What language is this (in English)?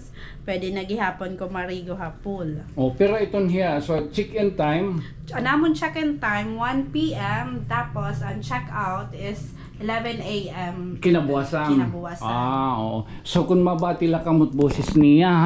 Waray